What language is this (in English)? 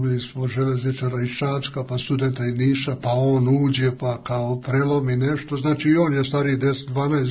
Serbian